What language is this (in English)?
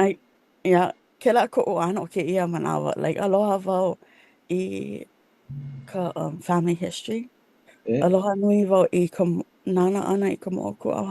Hawaiian